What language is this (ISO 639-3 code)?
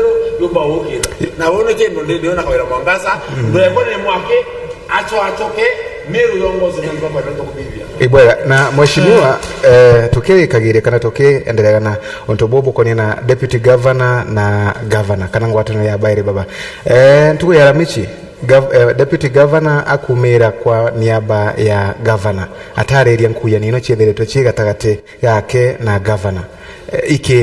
mer